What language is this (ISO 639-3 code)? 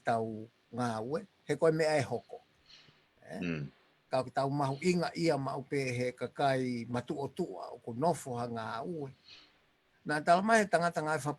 ton